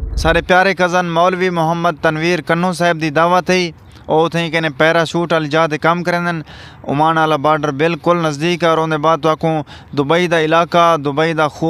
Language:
Saraiki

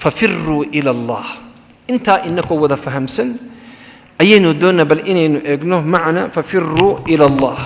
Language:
Somali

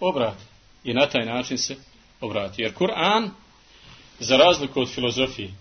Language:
Bosnian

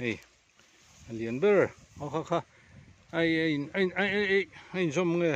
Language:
Mizo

